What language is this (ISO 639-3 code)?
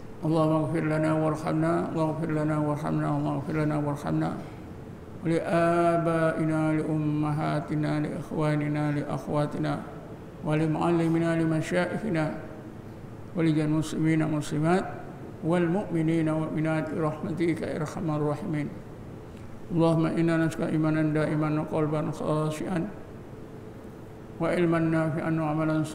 msa